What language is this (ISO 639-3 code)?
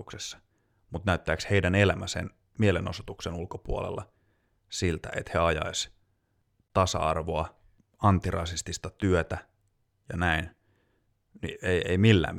fin